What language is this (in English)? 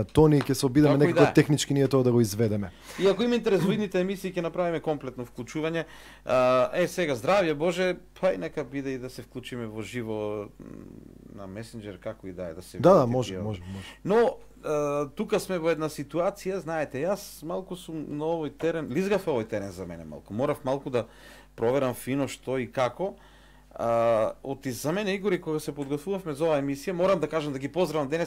Macedonian